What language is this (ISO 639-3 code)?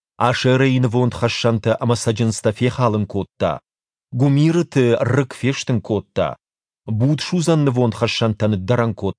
oss